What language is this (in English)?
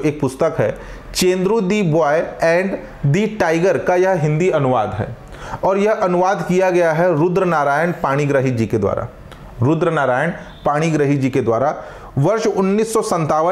Hindi